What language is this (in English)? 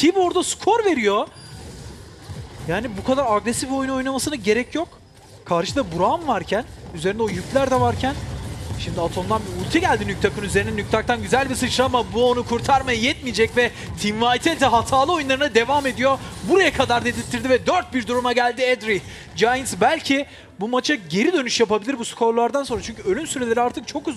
Turkish